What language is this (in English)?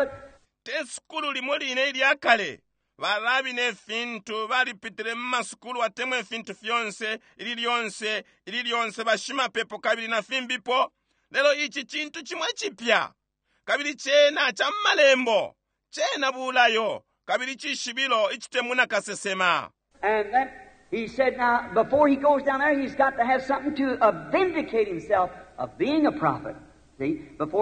Bemba